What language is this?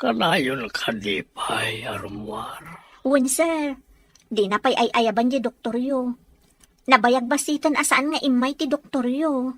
Iloko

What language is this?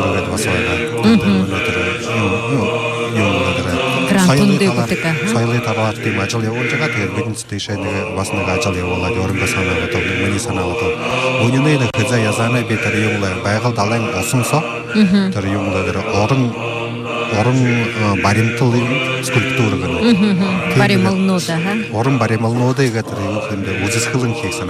Buriat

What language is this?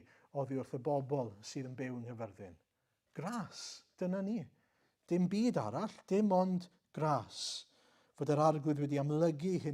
Welsh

